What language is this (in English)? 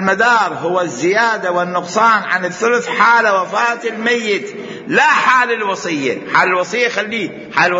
Mesopotamian Arabic